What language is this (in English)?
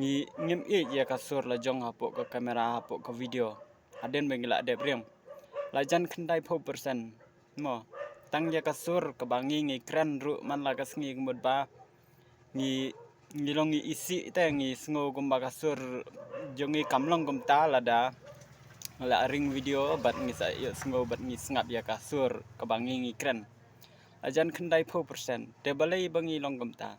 Khasi